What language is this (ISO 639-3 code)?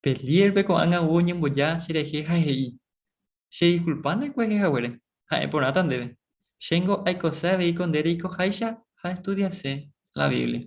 grn